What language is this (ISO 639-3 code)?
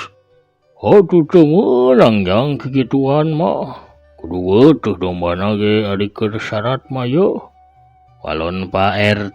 sun